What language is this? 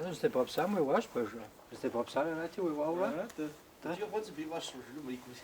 Kabardian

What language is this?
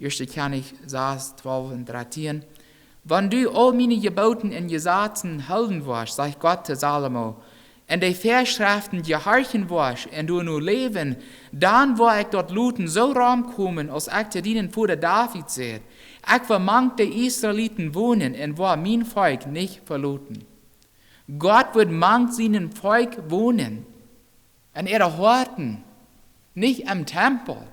Plautdietsch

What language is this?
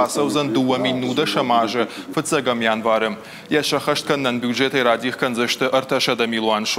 Ossetic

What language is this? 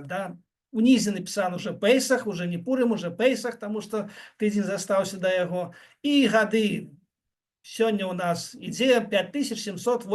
Belarusian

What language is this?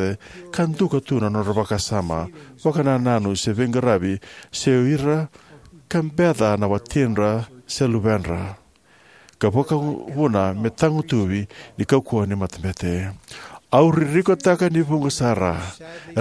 Fijian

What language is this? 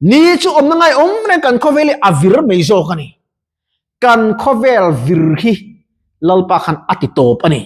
Mizo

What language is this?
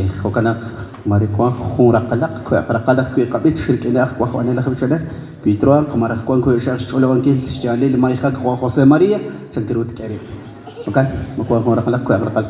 Kekchí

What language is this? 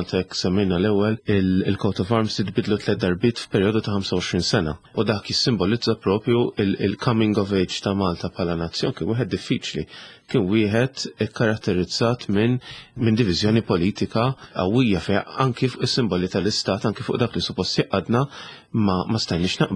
Maltese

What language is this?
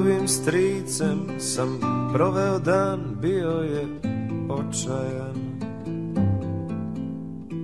Serbian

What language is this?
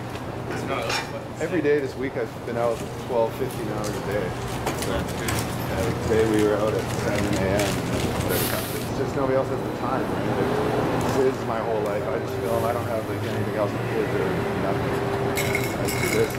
English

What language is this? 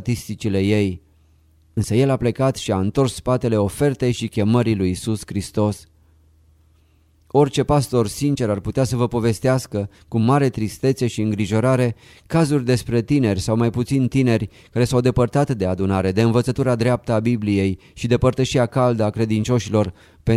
Romanian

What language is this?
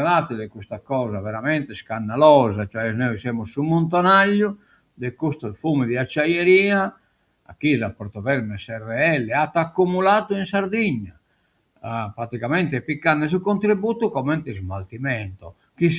Sardinian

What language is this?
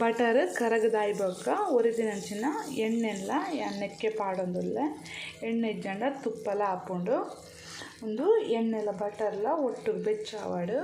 Tulu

